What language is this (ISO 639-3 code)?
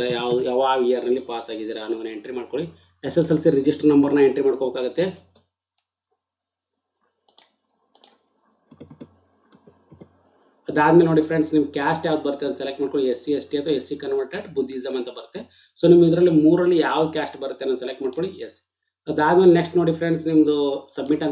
kan